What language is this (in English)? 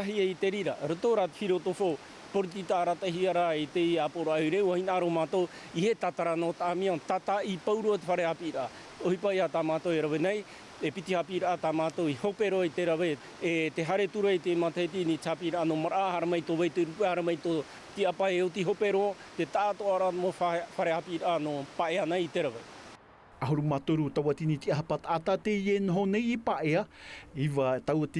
Tahitian